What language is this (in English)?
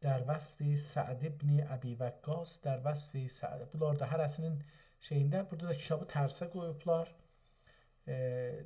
South Azerbaijani